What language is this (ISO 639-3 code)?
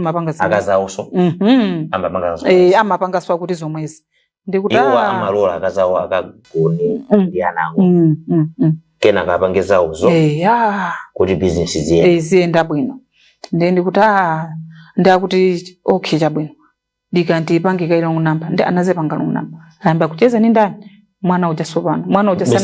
nya